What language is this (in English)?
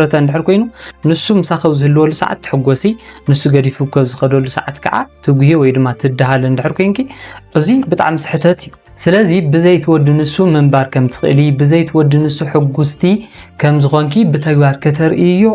Tigrinya